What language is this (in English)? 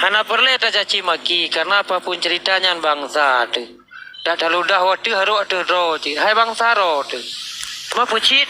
Achinese